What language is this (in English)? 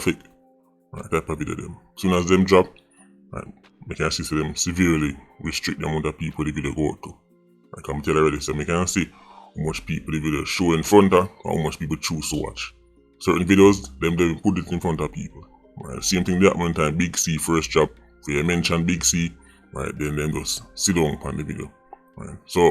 Jamaican Creole English